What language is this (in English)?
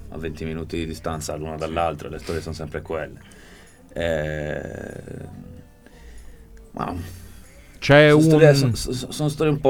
Italian